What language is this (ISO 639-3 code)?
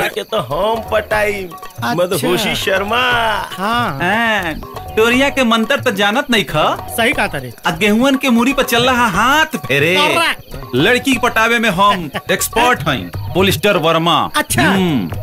bho